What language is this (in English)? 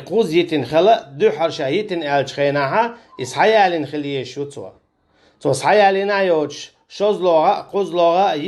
Chechen